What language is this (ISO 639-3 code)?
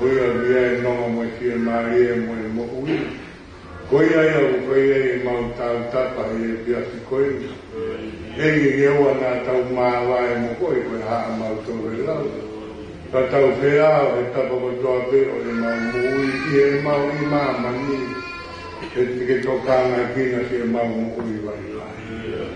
ton